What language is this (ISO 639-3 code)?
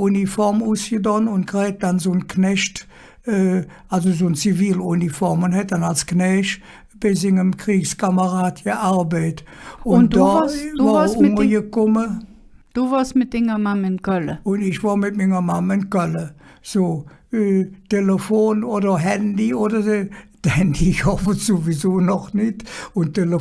ksh